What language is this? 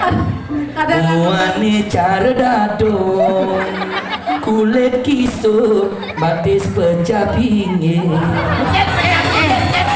Balinese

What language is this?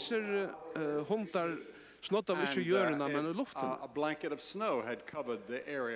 Faroese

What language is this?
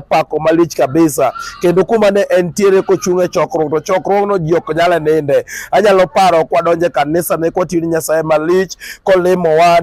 Luo (Kenya and Tanzania)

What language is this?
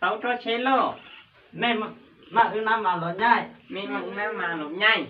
Hmong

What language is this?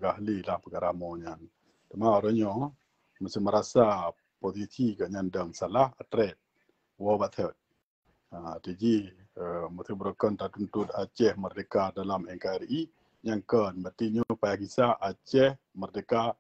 Achinese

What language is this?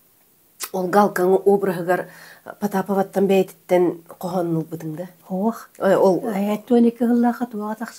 Yakut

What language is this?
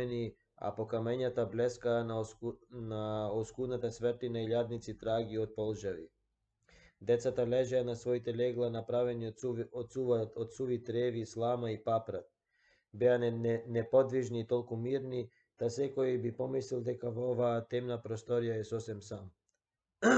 Macedonian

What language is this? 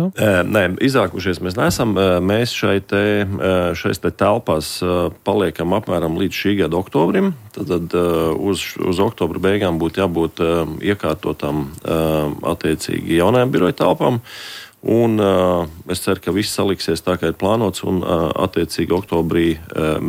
Latvian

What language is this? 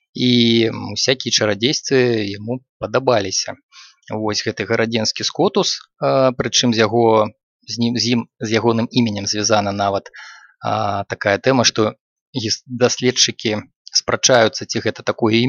Belarusian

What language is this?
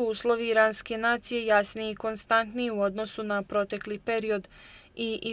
Bosnian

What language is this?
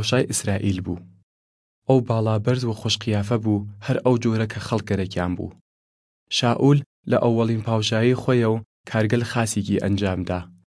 Southern Kurdish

